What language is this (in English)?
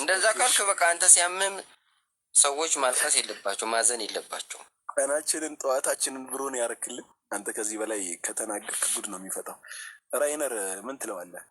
Amharic